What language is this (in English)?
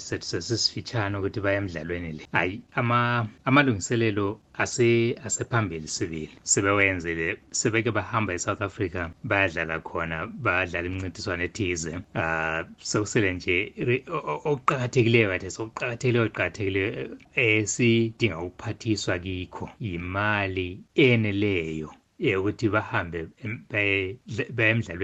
North Ndebele